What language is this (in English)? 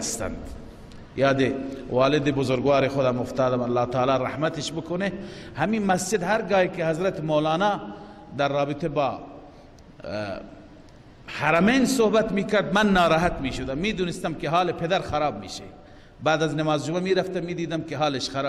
Persian